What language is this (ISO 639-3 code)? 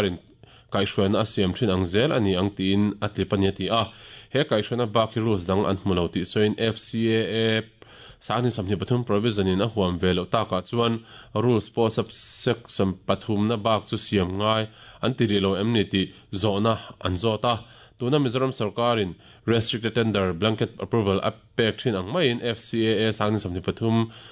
lus